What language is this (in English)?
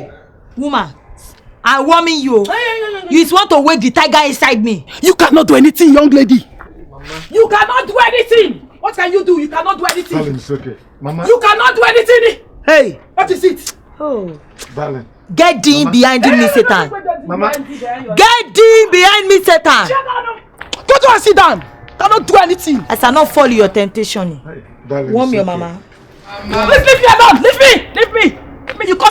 Nigerian Pidgin